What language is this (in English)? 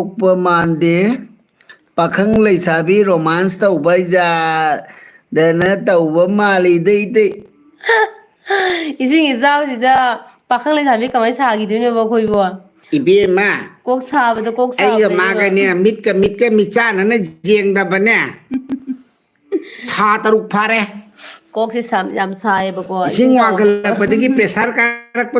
Manipuri